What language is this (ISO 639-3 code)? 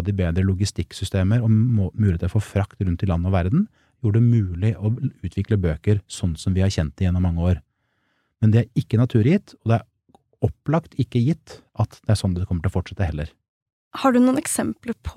nor